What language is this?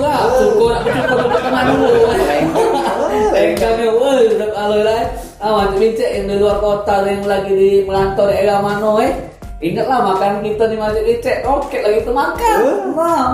Musi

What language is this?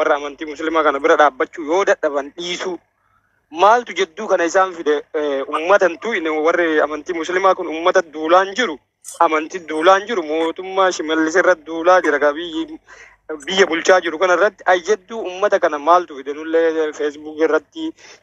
Oromo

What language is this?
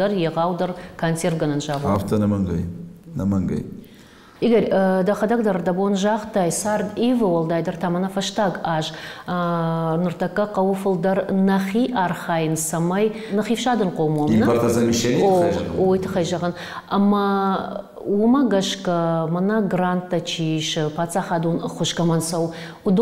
Ossetic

